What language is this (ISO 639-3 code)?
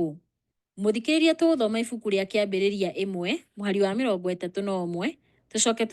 kik